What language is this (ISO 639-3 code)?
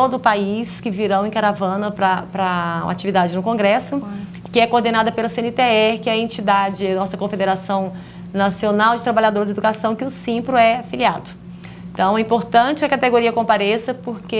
por